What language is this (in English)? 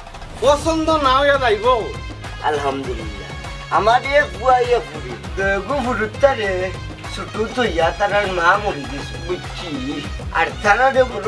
Sylheti